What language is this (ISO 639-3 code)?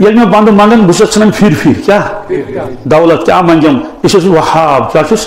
kas